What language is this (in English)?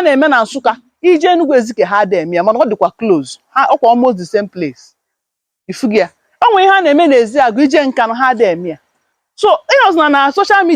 Igbo